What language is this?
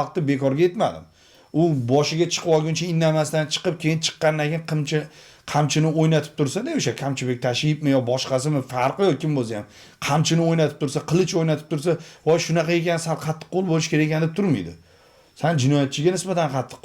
Uzbek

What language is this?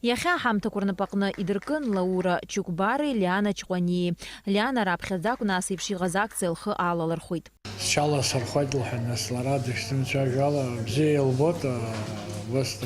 Abkhazian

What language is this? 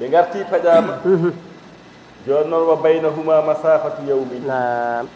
Fula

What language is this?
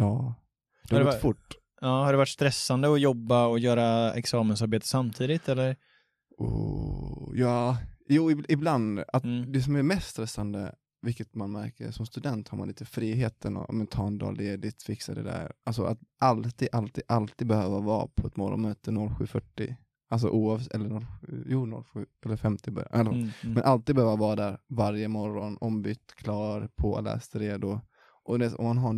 Swedish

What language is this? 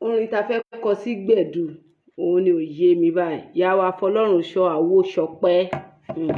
Yoruba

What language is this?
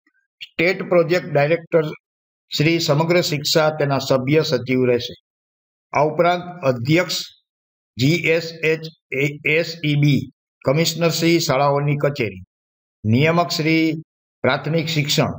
Gujarati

